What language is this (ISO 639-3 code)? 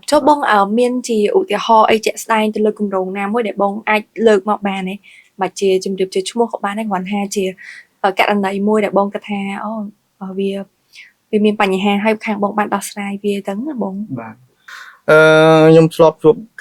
khm